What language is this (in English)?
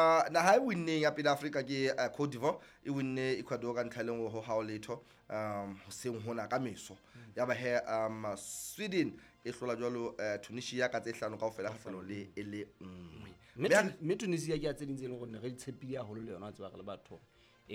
Southern Sotho